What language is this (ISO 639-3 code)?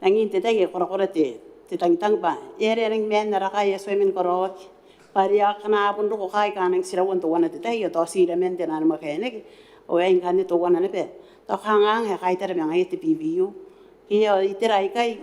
gil